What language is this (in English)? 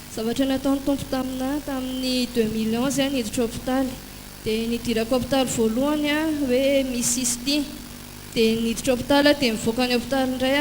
Malagasy